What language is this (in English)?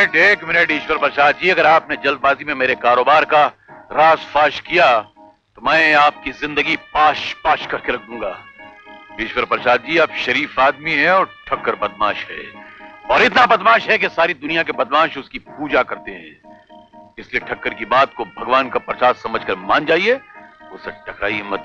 Hindi